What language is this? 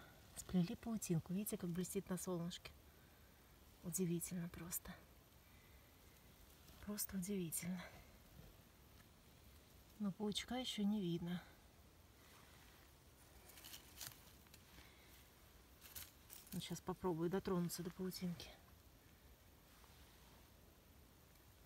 Russian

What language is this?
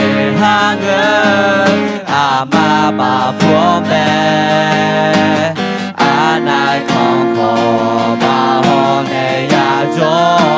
Akha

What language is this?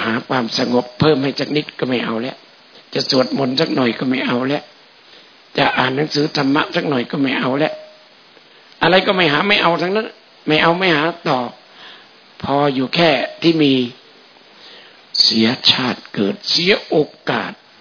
Thai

